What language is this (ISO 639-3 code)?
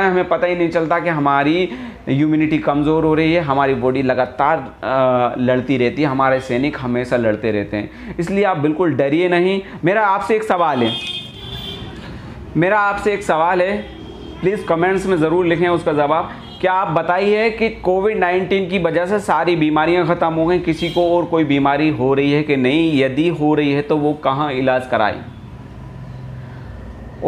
hin